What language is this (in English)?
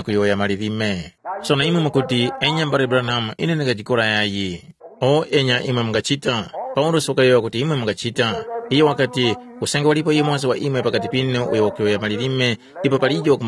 Tumbuka